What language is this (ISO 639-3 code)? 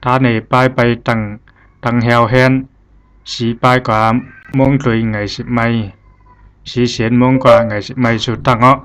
zha